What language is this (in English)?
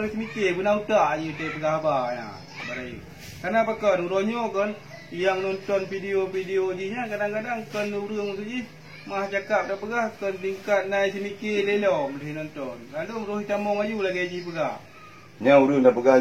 Achinese